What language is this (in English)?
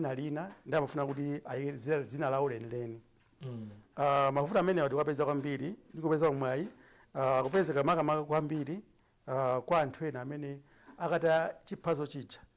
Nyanja